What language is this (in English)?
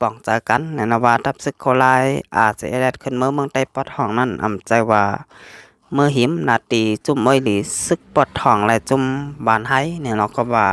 Shan